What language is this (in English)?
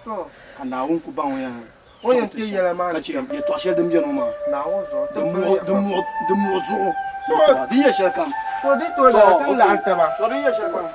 Dagbani